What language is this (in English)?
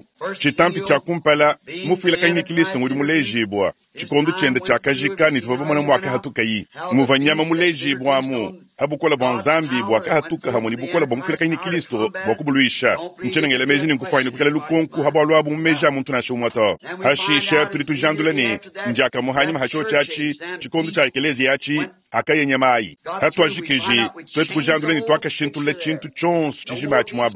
Luba-Lulua